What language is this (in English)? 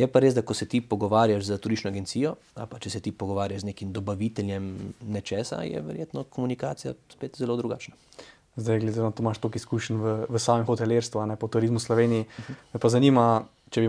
Slovenian